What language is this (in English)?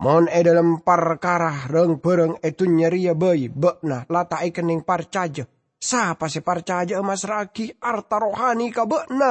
Madurese